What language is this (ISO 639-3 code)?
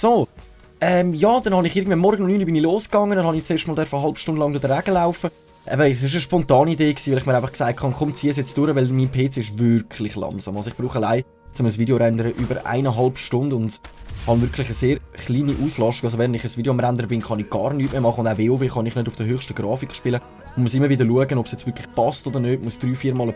gsw